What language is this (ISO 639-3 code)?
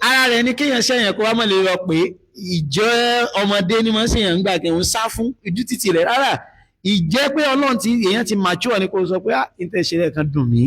yor